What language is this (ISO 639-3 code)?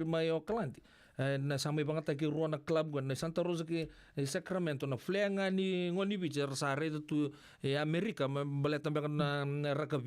fij